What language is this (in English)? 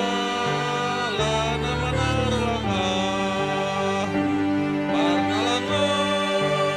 Batak Simalungun